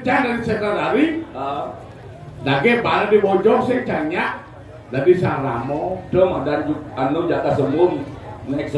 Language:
Balinese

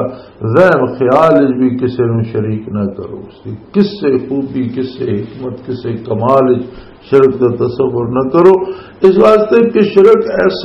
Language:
Western Panjabi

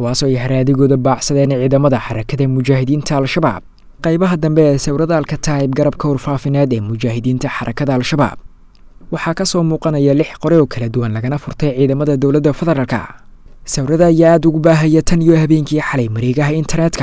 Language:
Somali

